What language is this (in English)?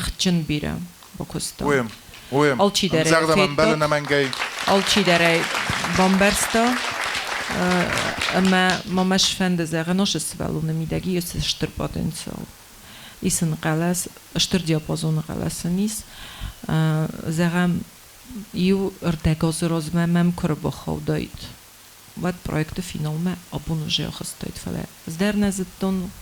Ossetic